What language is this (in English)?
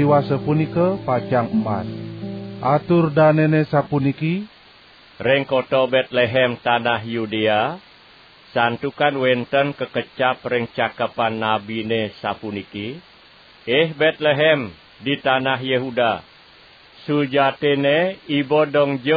Balinese